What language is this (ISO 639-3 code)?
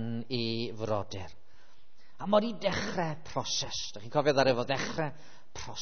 cym